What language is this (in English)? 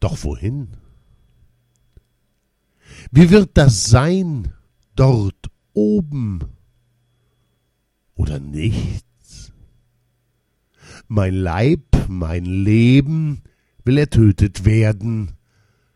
German